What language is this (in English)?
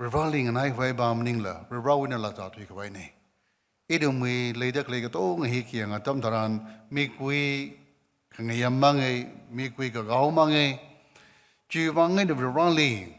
Tangkhul Naga (India)